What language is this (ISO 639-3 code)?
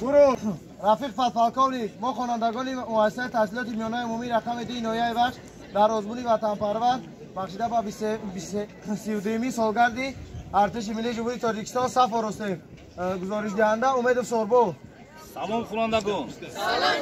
tgk